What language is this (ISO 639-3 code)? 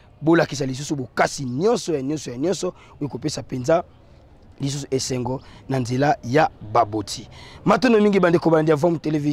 lin